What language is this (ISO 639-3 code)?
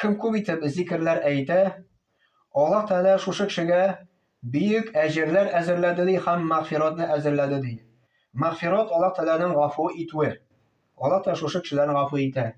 tat